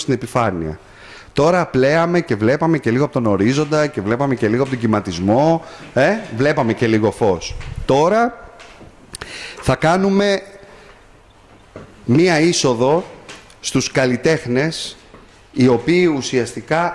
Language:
Greek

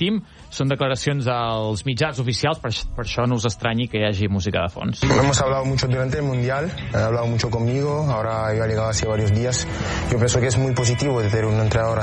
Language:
Catalan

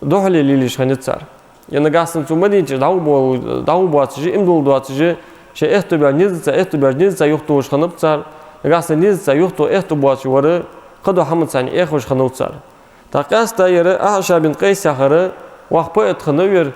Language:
Ingush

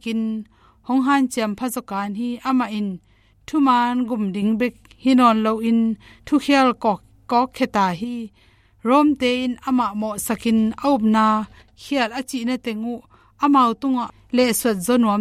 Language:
Tedim Chin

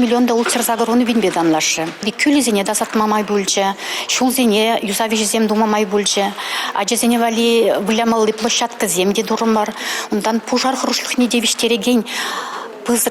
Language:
Chuvash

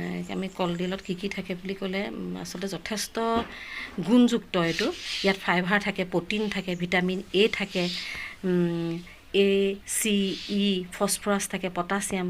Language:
Assamese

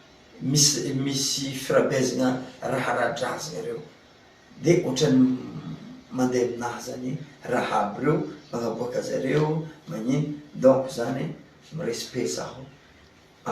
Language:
Malagasy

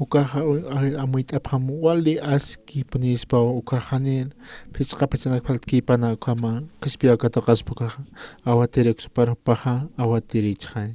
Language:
Aymara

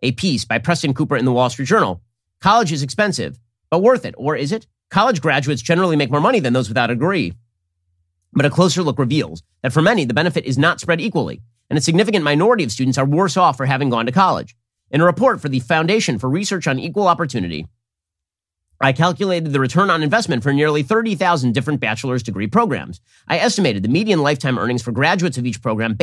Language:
English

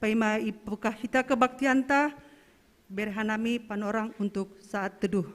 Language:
Batak Simalungun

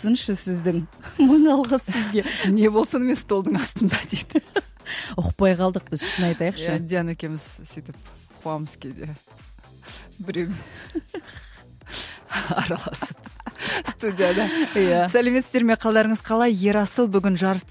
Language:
Kazakh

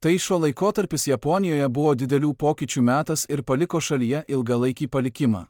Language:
Lithuanian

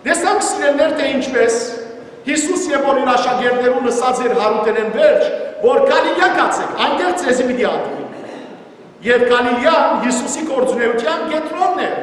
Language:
Western Armenian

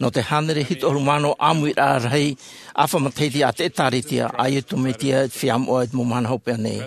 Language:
Tahitian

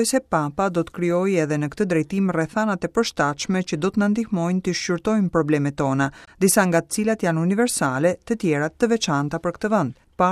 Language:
Albanian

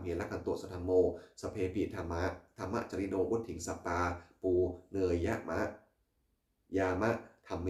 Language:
Pali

